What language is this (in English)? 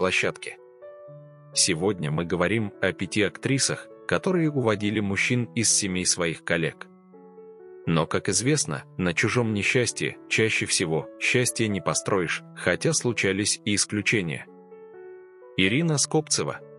Russian